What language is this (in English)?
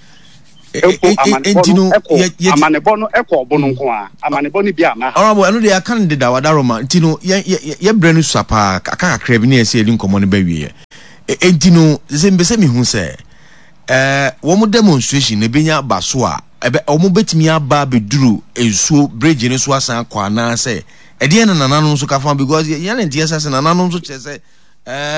Akan